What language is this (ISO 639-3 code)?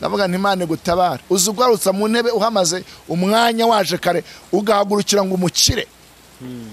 kin